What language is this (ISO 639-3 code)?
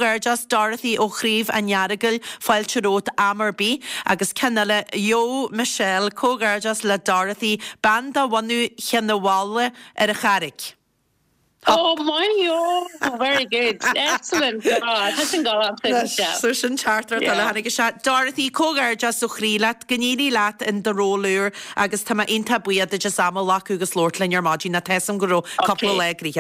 gle